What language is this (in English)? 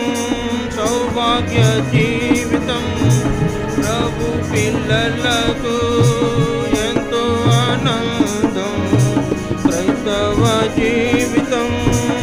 Telugu